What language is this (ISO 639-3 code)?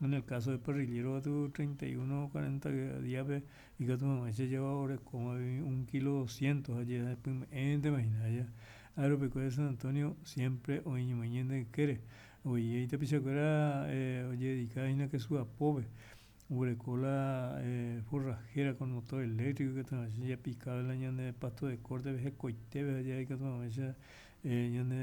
grn